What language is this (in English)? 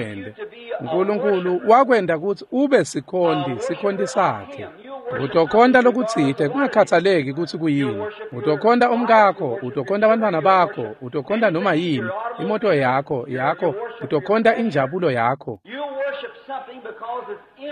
Swati